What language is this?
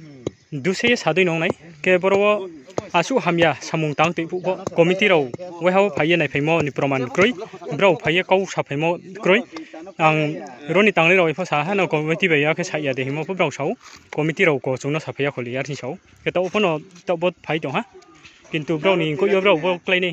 Riang (India)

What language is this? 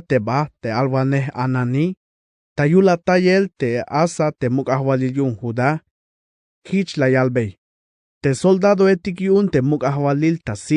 Tzeltal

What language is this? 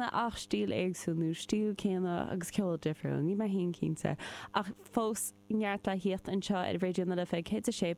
Irish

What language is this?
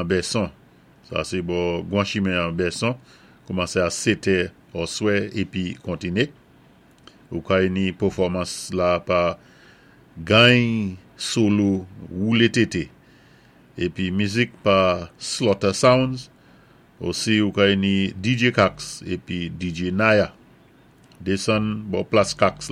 Saint Lucian Creole French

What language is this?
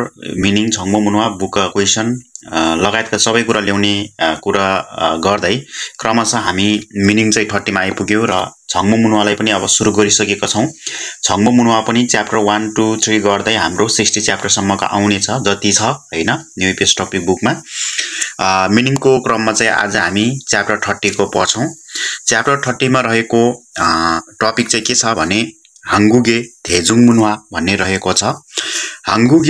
Nepali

